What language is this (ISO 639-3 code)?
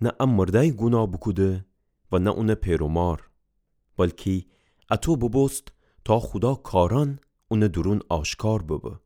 glk